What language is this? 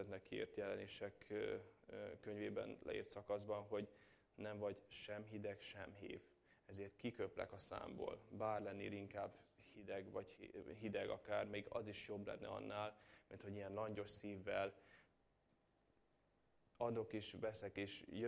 Hungarian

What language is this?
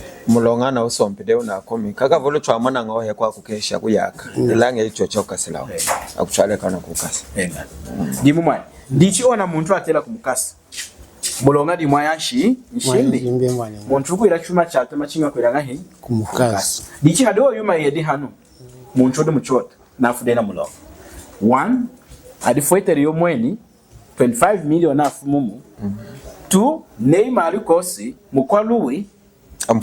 Lunda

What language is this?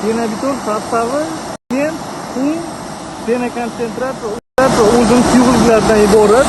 Uzbek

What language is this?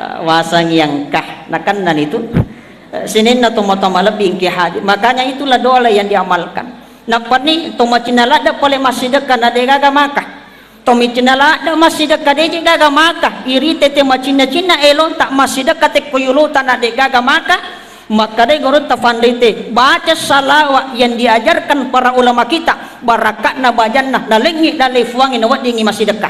Buginese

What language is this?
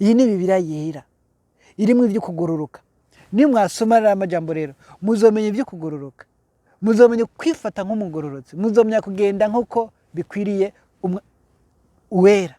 Rundi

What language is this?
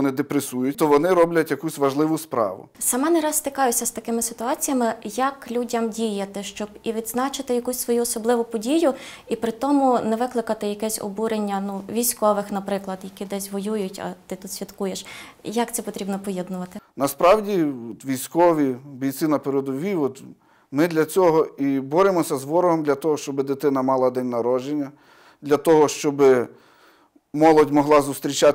Ukrainian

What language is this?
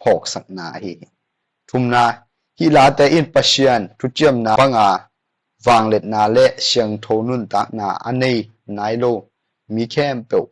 Tedim Chin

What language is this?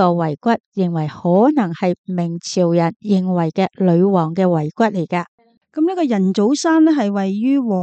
Cantonese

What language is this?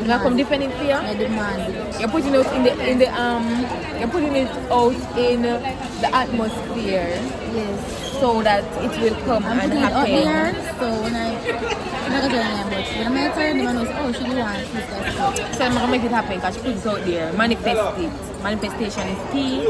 Jamaican Creole English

